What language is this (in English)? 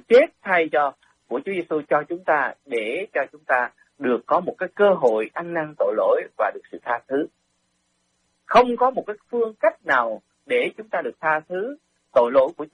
Vietnamese